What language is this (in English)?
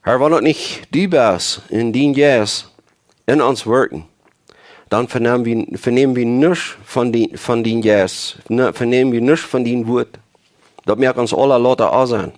Plautdietsch